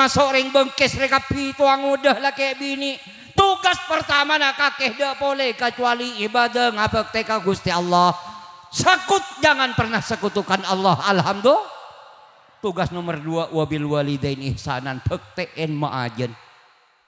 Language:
Madurese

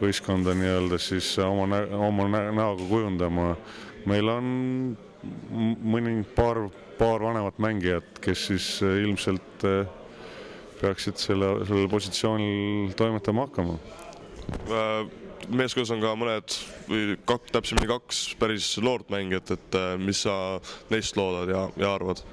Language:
Estonian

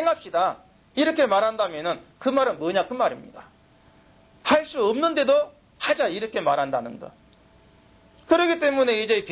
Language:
Korean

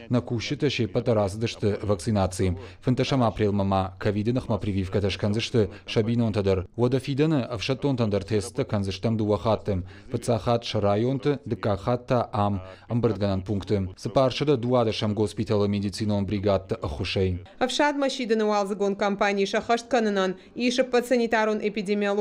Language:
Ossetic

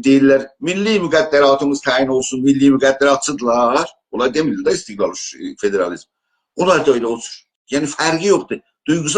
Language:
South Azerbaijani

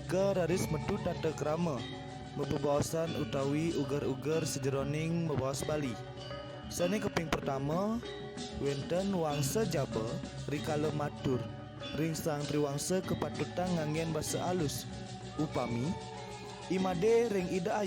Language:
Balinese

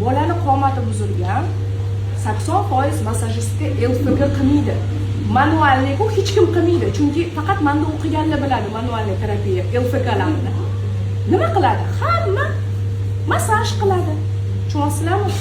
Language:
Uzbek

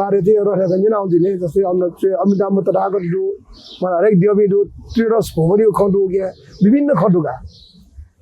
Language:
Newari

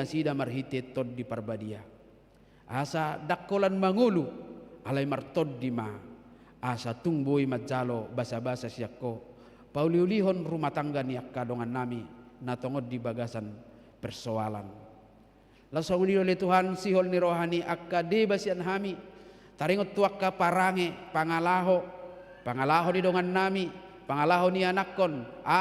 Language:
Batak Toba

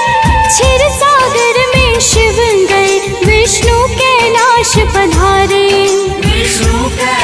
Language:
Hindi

